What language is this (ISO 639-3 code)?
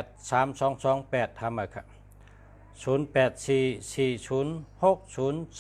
shn